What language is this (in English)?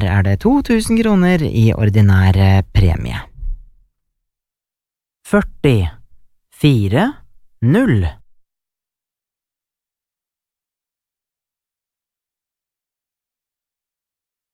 Norwegian